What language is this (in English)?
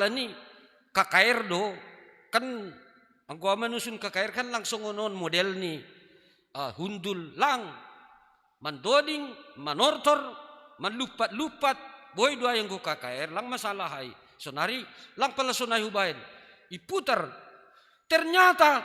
Batak Simalungun